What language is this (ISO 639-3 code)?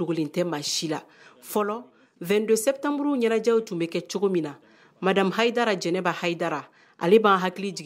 bam